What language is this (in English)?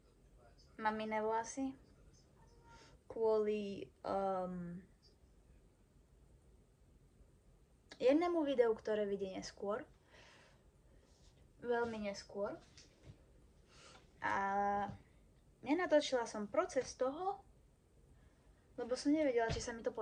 Slovak